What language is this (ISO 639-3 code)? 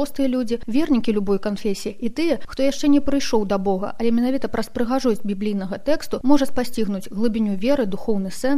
bel